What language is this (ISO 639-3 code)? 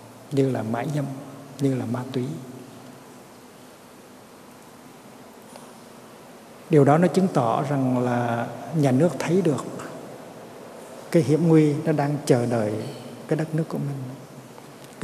vie